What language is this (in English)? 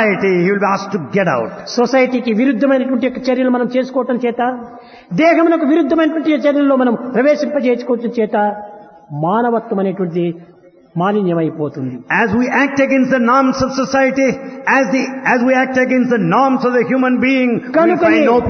Telugu